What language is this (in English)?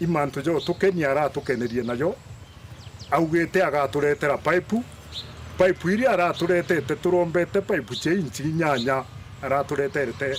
Meru